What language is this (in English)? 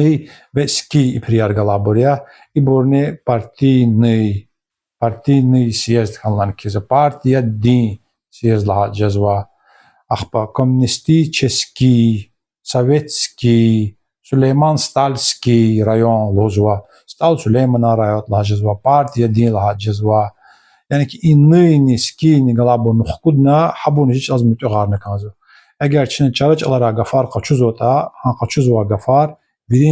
Lezghian